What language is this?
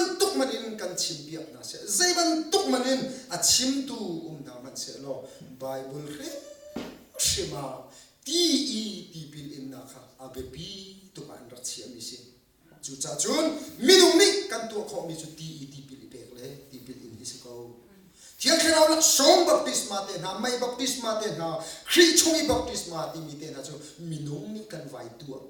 Hakha Chin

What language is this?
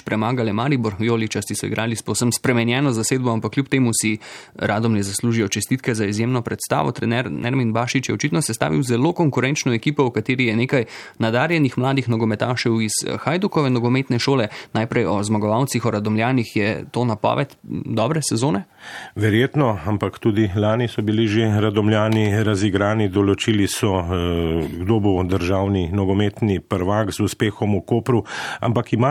Slovenian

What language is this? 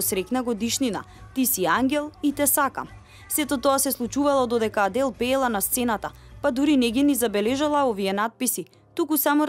Macedonian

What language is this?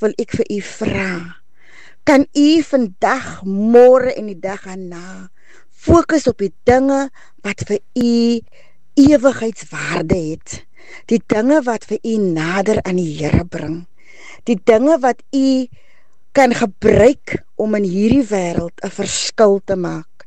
Afrikaans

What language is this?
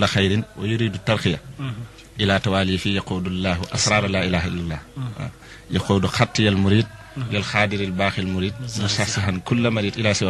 Wolof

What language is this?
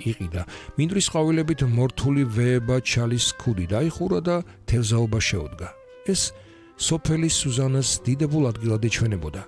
Georgian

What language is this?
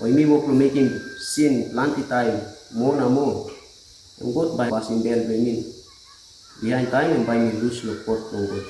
Tok Pisin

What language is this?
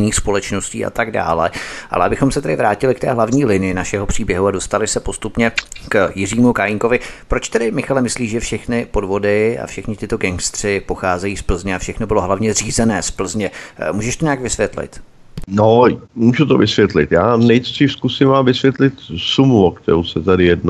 Czech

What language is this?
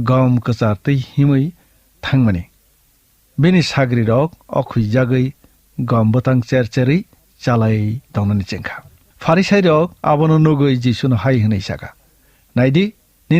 Kok Borok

